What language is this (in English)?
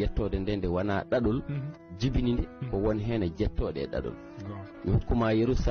Fula